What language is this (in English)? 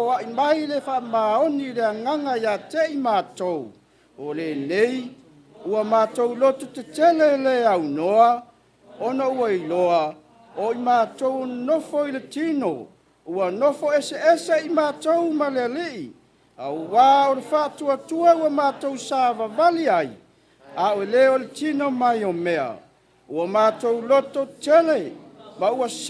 Samoan